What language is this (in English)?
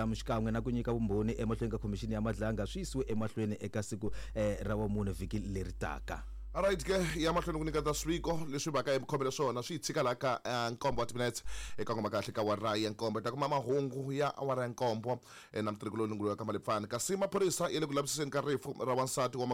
Tsonga